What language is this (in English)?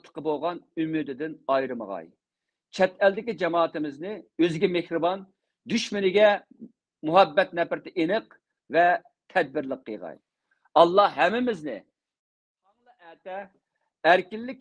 Uyghur